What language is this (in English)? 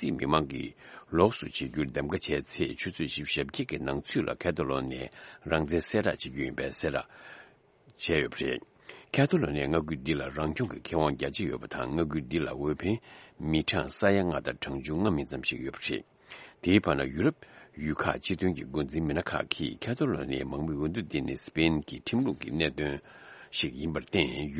Tibetan